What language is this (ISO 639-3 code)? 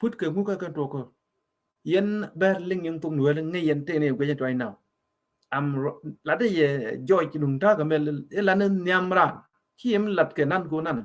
nus